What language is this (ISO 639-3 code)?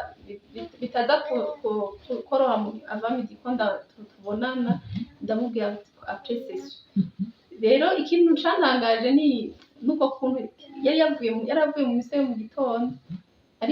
run